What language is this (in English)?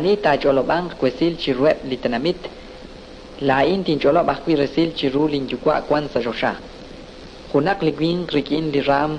Kekchí